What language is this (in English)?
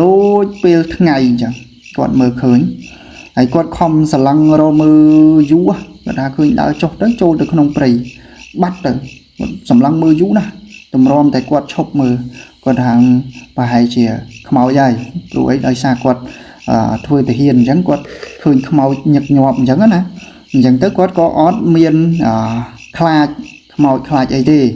Khmer